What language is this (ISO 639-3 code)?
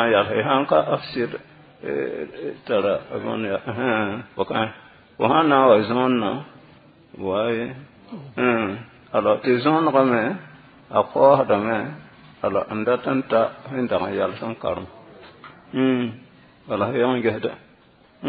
mos